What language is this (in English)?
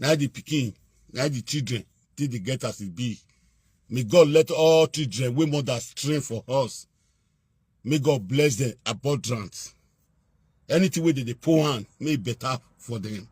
Nigerian Pidgin